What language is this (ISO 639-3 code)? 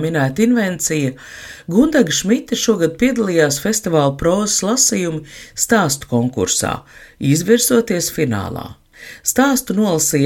lav